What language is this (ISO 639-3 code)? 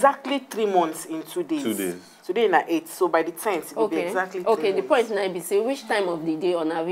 pcm